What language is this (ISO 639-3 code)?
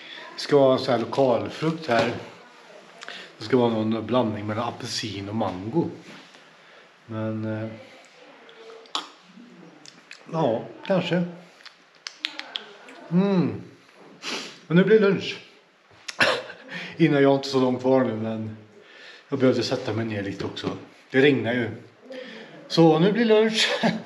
swe